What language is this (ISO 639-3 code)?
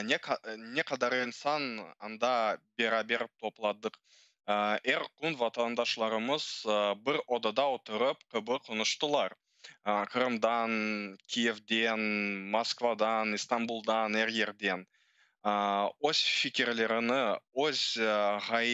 crh